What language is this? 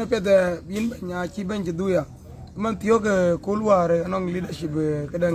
Dinka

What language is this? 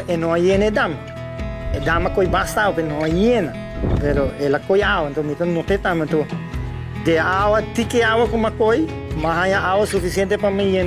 Papiamento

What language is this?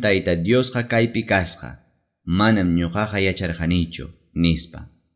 Ayacucho Quechua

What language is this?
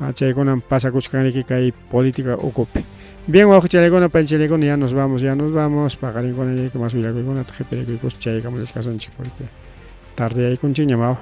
Ayacucho Quechua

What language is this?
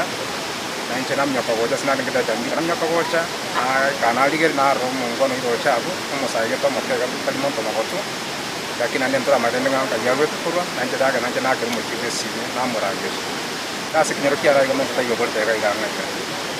Gusii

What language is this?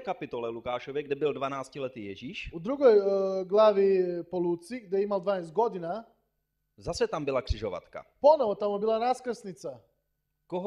Czech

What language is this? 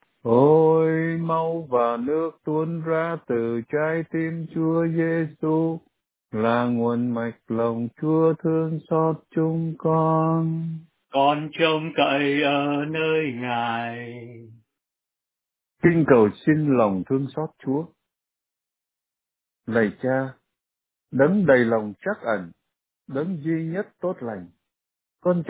Vietnamese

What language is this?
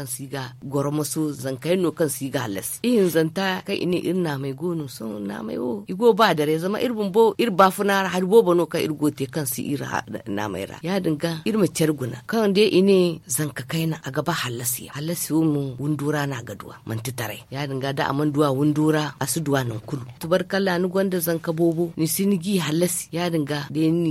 Zarma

